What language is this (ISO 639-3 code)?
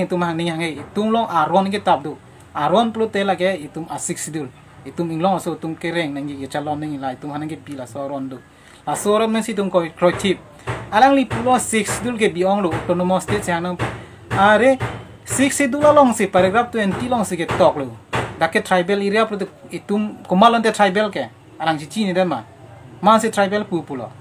mjw